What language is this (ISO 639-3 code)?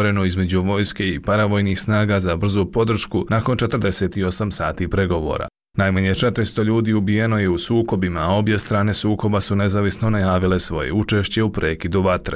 bos